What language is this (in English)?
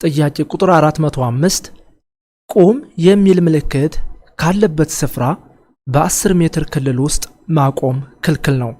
Amharic